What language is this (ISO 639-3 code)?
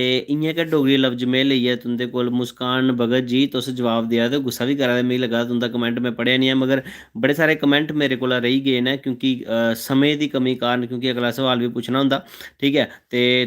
doi